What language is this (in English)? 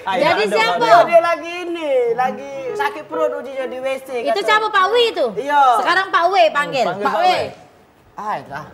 Musi